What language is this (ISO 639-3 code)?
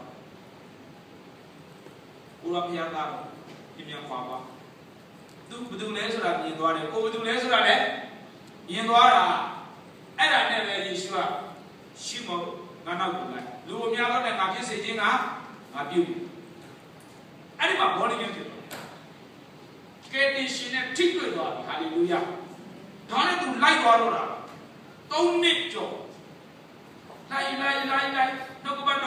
mya